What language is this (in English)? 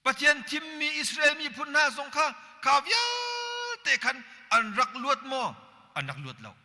Hakha Chin